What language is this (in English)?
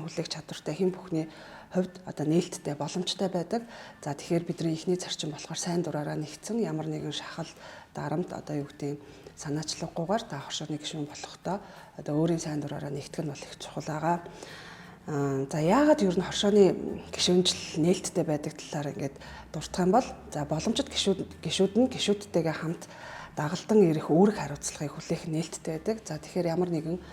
Mongolian